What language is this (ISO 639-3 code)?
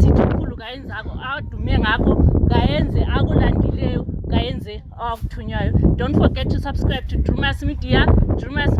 sna